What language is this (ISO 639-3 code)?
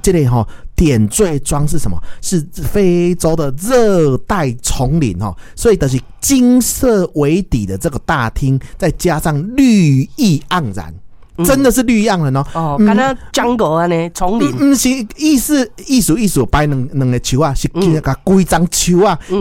nan